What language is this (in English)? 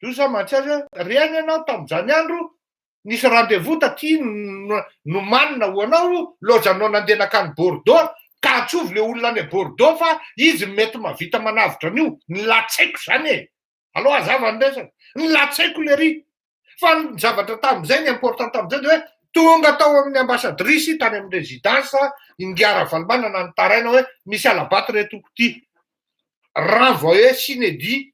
Malagasy